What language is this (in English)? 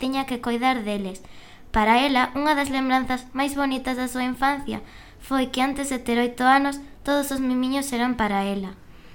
Galician